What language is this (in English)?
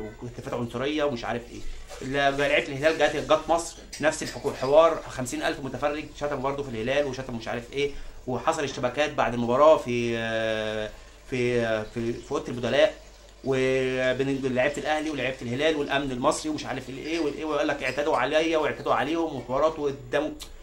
Egyptian Arabic